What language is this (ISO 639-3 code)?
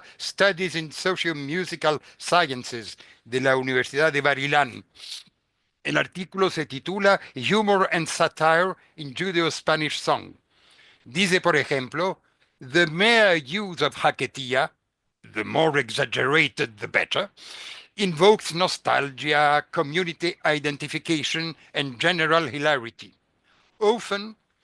lad